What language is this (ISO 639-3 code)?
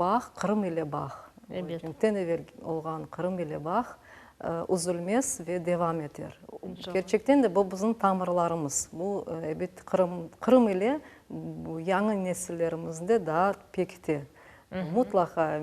crh